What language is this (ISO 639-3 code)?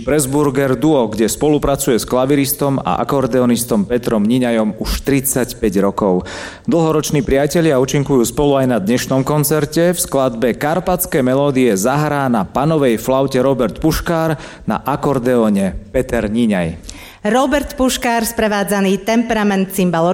slk